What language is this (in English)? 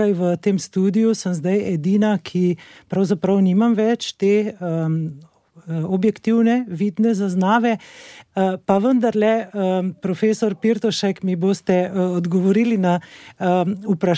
Slovenian